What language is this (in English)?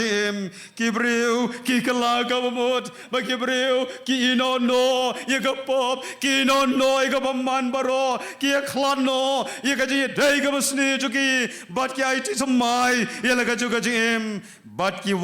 Khasi